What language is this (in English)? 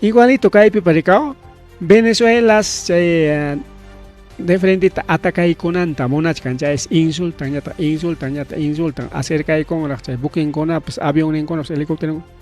Ayacucho Quechua